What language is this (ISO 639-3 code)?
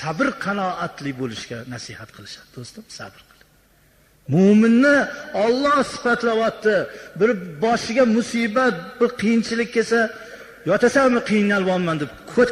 uzb